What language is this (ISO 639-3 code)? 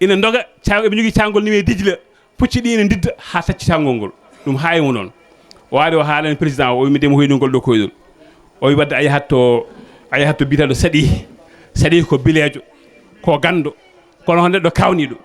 ful